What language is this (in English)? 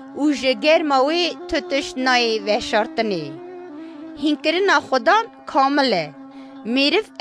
Kurdish